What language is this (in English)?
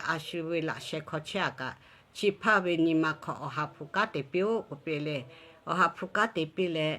Lahu